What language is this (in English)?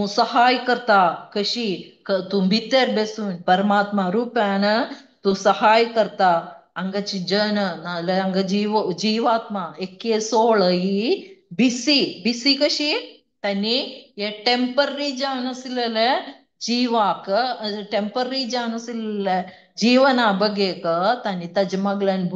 Konkani